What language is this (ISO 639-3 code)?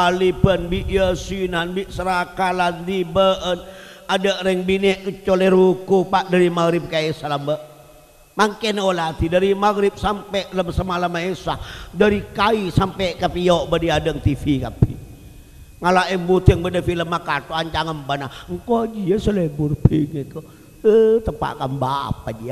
mad